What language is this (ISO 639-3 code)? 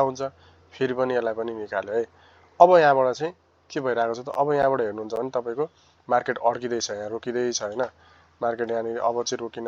nep